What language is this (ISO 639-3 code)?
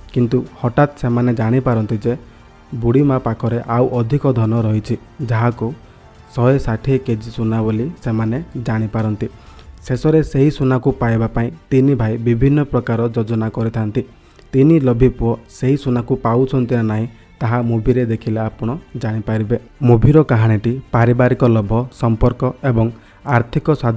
ori